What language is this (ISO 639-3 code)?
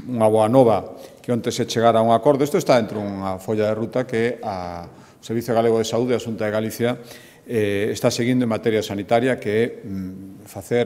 glg